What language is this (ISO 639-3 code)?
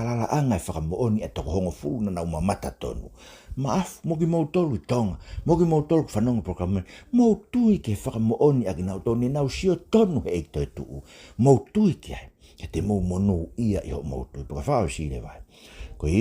ton